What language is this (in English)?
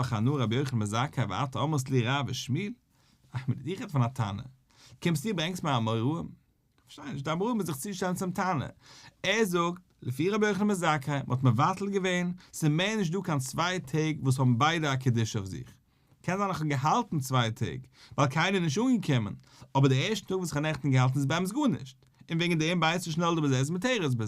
Yiddish